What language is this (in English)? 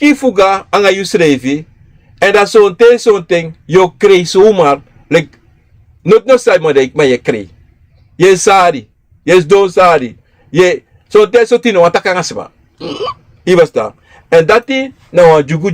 Sranan Tongo